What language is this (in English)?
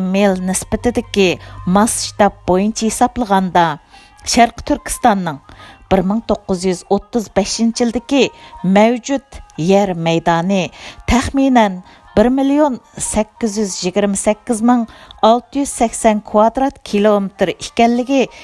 Uyghur